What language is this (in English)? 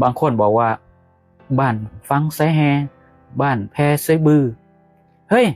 Lao